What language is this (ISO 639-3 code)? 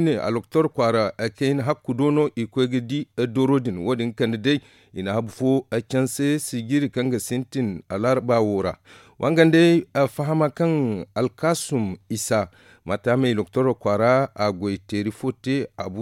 dje